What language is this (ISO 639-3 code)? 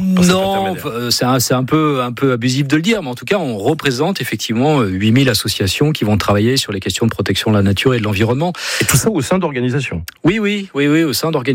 fra